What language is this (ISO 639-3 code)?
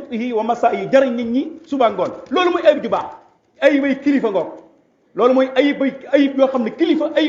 wol